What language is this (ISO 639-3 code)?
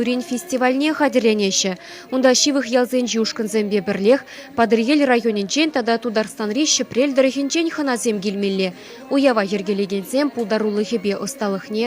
chv